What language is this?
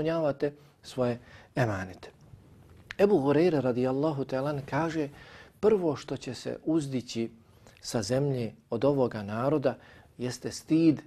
Bosnian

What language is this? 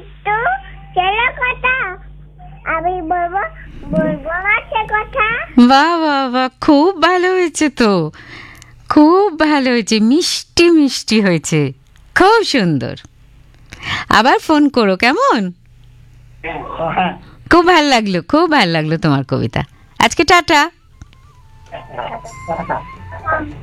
Bangla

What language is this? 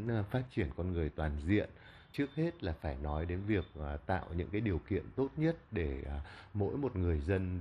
Vietnamese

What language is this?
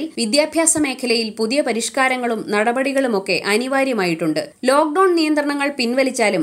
Malayalam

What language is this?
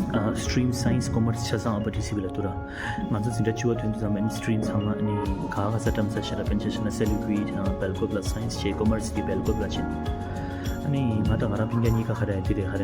Tibetan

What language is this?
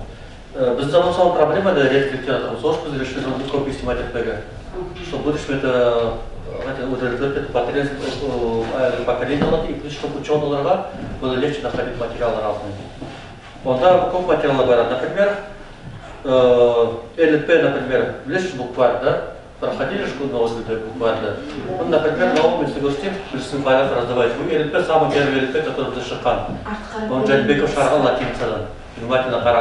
Nogai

